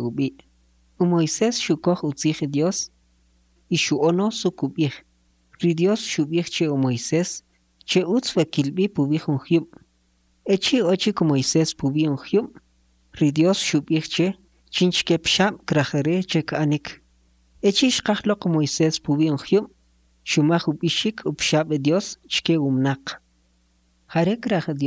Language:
Kʼicheʼ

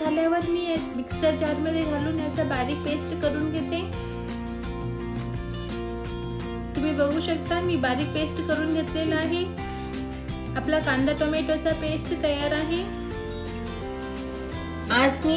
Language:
Marathi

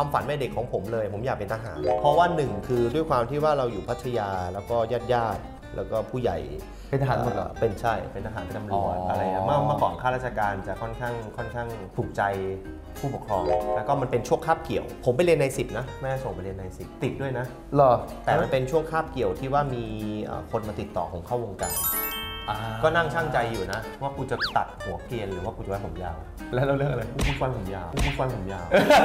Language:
Thai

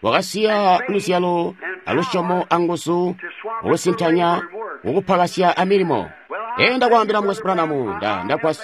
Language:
Tonga (Zambia)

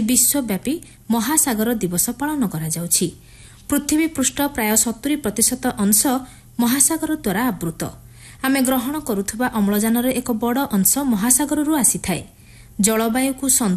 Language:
Odia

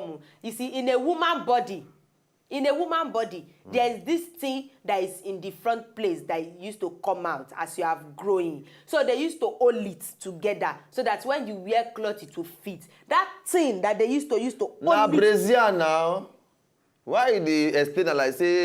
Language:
Nigerian Pidgin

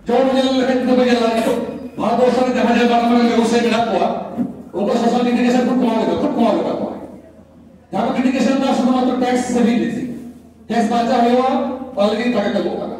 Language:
Santali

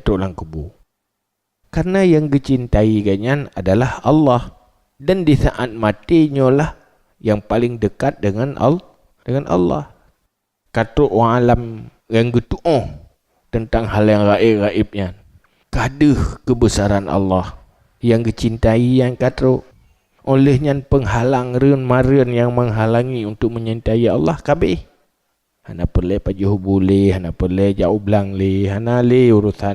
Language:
Achinese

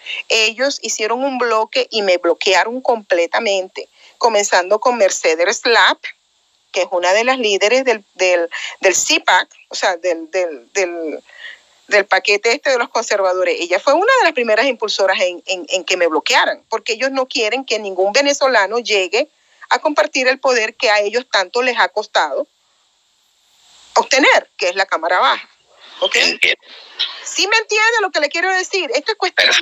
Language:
Spanish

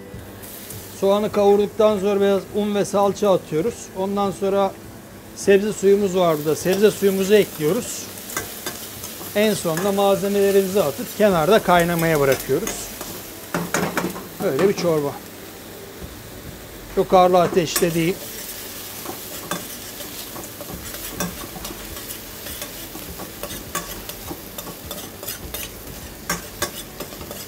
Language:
Turkish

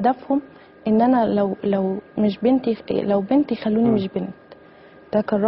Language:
Egyptian Arabic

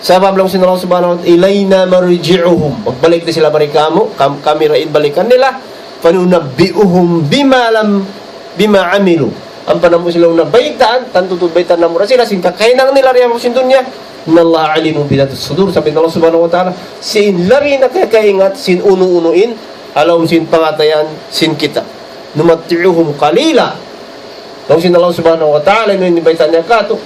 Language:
Tausug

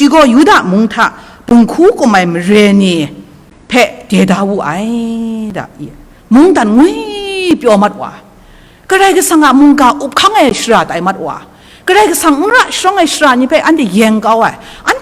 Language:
Kachin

